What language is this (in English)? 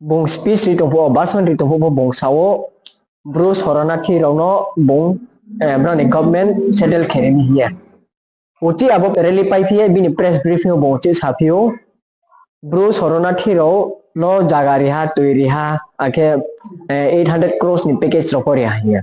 Riang (India)